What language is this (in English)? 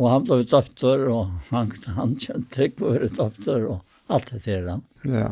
Faroese